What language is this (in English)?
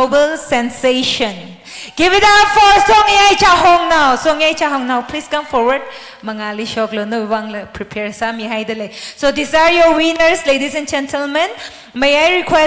Tangkhul Naga (India)